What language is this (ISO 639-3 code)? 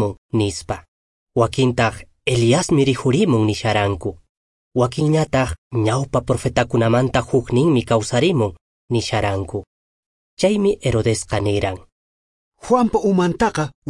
que